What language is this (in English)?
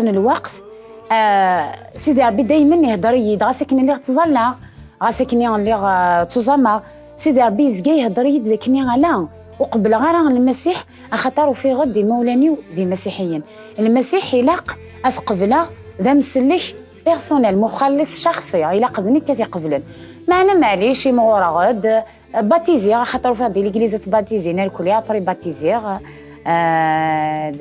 Kabyle